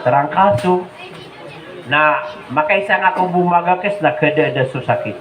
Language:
Maranao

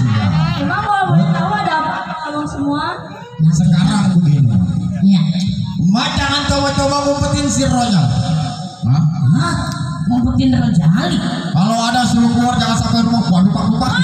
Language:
Betawi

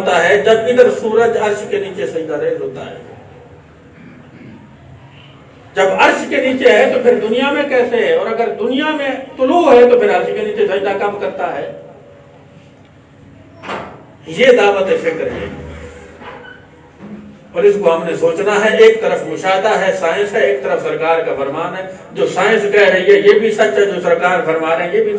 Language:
Urdu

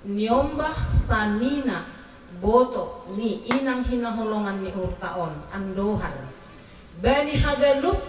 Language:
Batak Simalungun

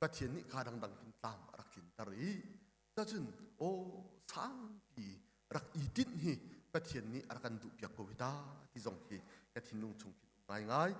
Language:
Hakha Chin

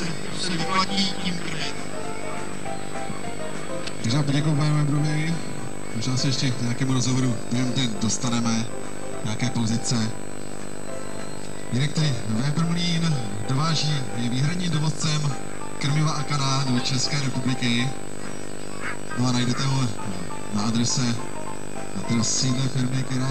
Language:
Czech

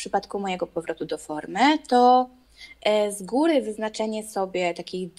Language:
Polish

